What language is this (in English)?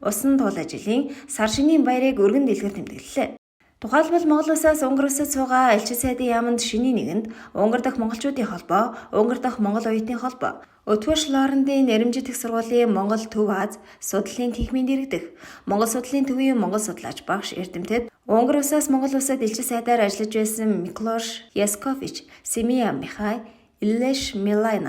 Mongolian